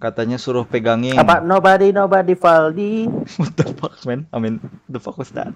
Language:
Banjar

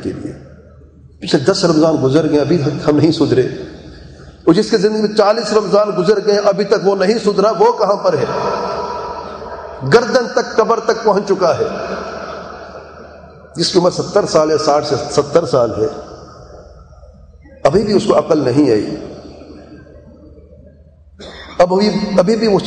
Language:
Urdu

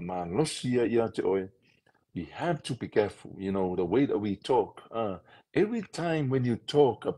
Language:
Samoan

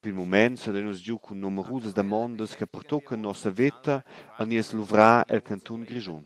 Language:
Romansh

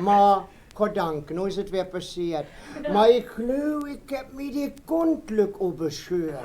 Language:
Westphalien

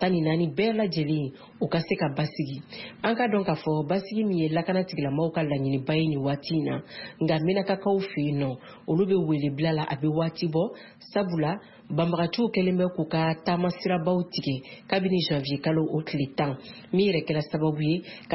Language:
Bambara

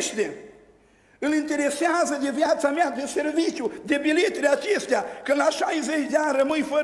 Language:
Romanian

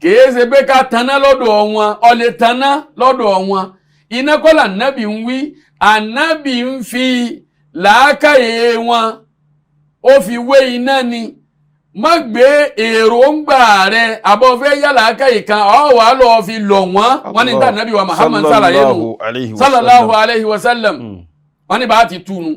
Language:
Yoruba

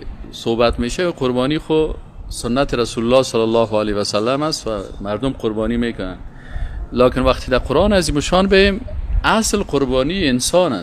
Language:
Persian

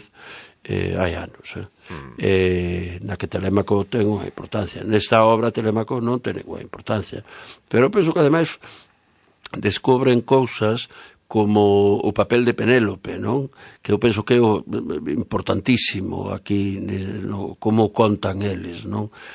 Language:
Galician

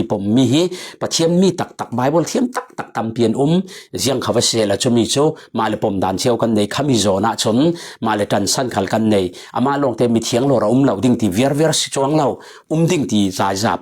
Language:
Falam Chin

